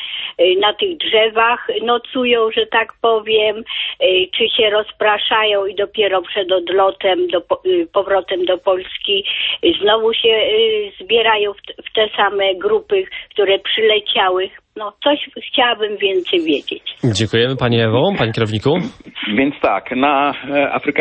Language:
Polish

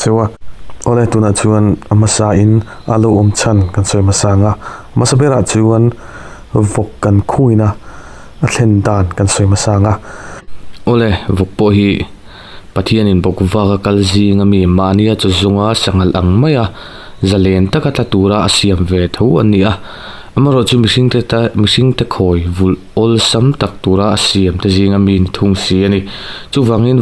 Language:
Mizo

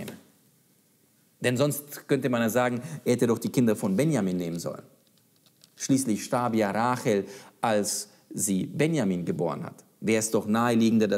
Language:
German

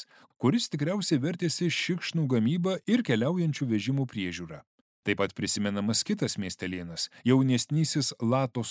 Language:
Lithuanian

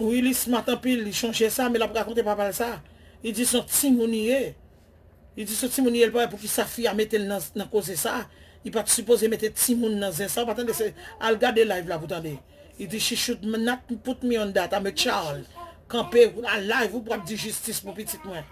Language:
Haitian Creole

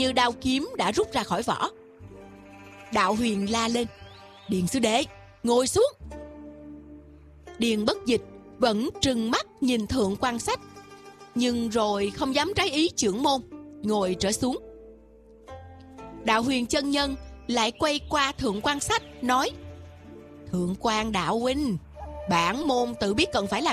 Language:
Vietnamese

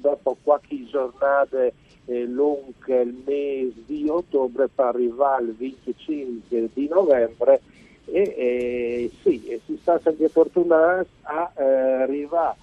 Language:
Friulian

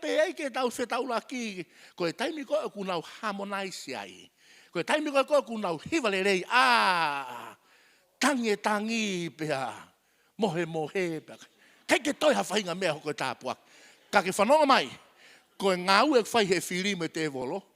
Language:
Tongan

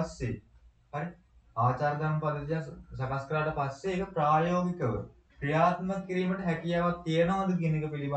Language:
Sinhala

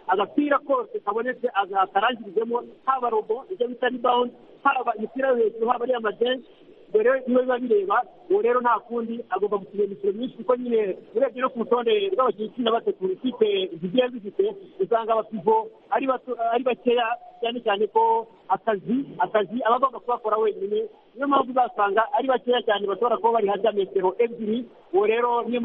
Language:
Kinyarwanda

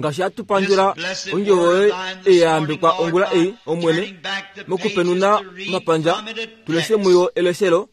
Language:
Kuanyama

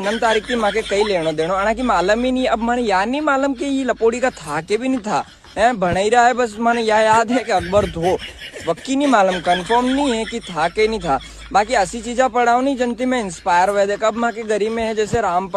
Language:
Rajasthani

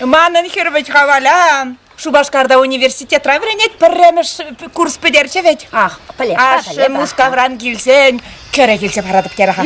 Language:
Chuvash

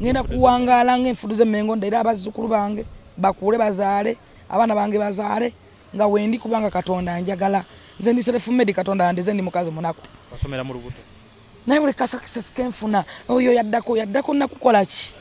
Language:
Ganda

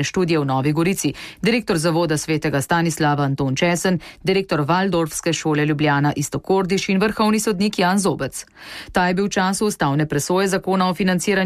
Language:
Slovenian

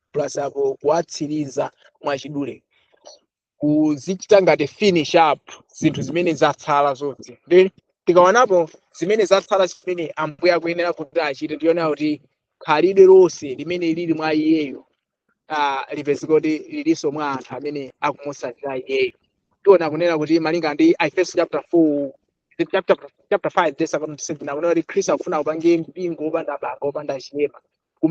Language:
Nyanja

